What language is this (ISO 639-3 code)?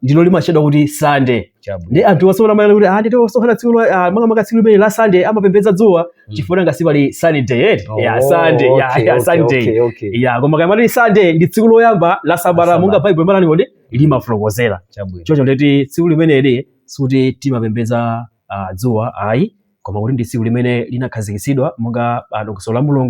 nya